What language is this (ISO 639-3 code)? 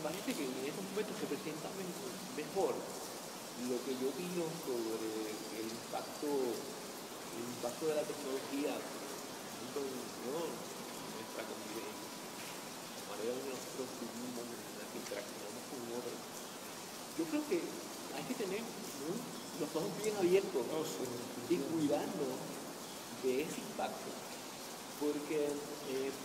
spa